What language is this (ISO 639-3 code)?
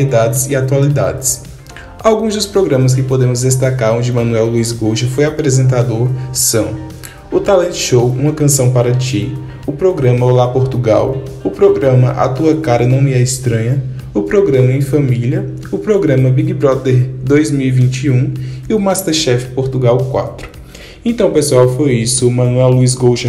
por